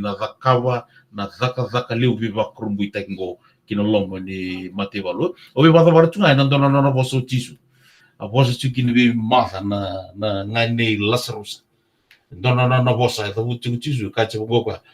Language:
Fijian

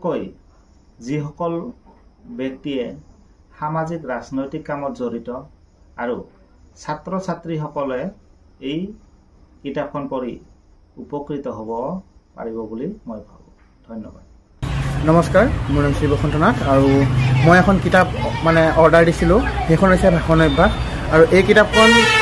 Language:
Assamese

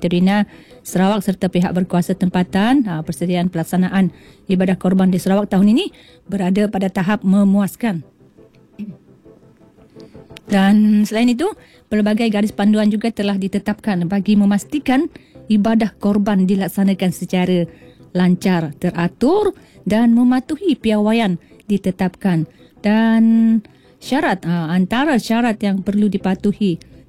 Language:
Malay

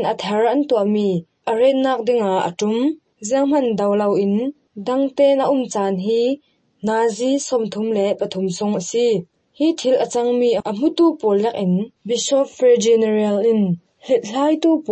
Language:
Hakha Chin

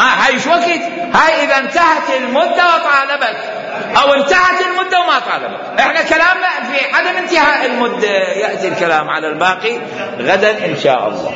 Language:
Mesopotamian Arabic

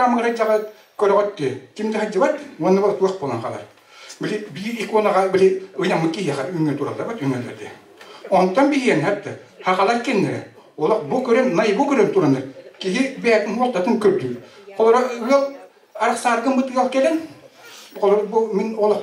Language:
Yakut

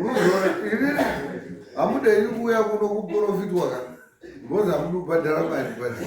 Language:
Shona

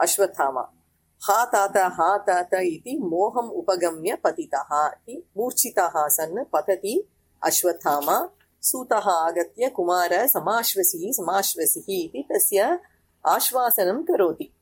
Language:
Sanskrit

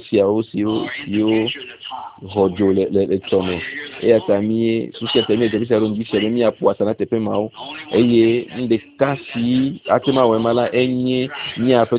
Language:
Ewe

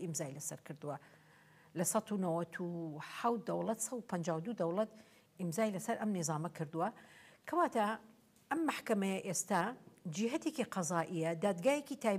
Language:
Central Kurdish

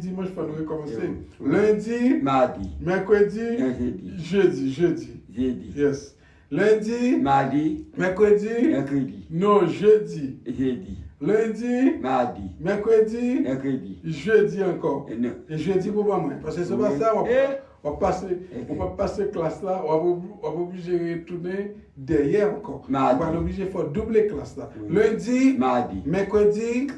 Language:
Haitian Creole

